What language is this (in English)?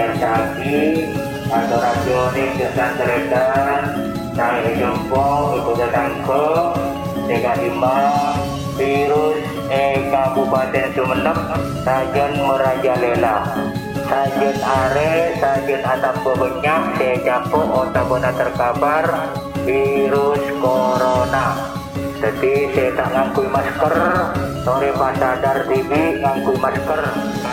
Madurese